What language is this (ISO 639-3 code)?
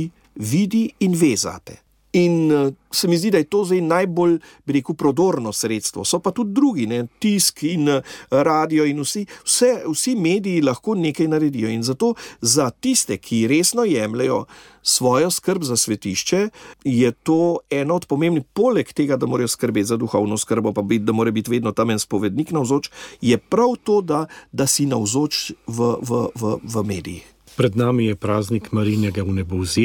slv